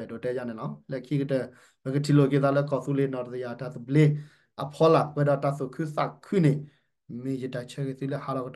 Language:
S'gaw Karen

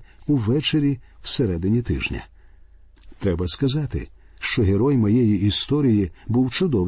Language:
Ukrainian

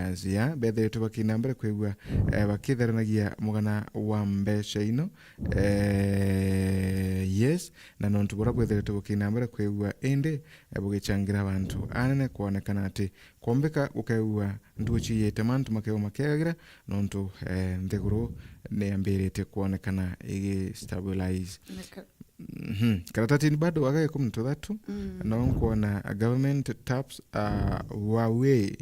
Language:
Meru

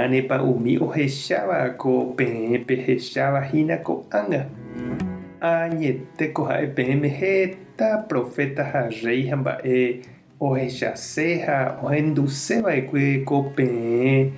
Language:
Guarani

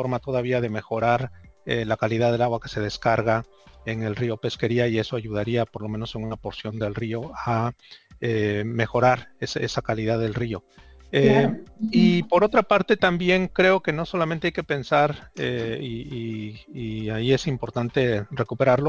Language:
Spanish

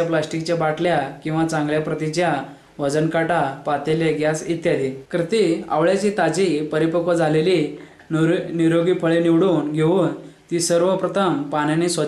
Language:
Marathi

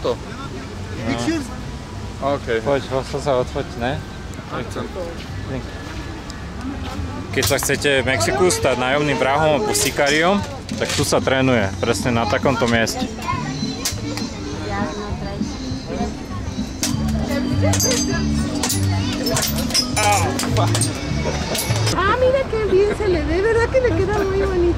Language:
Slovak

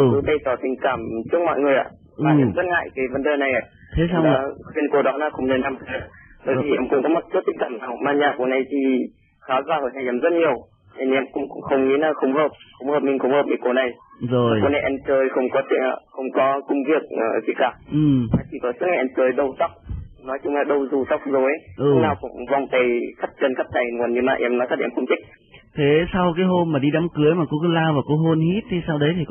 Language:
Vietnamese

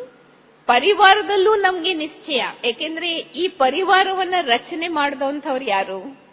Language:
Kannada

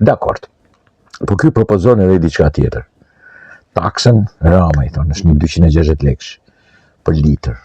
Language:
Albanian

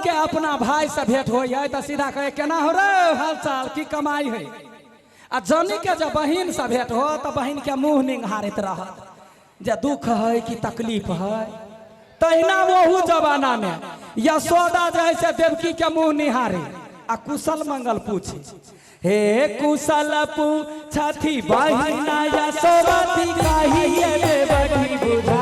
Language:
Maithili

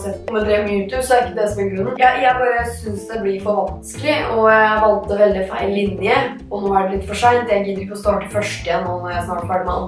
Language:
Norwegian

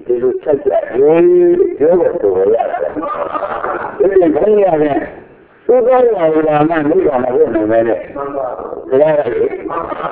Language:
Burmese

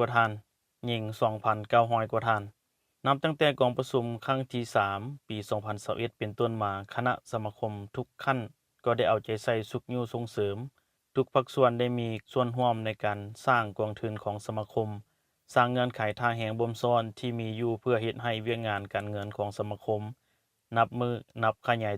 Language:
Lao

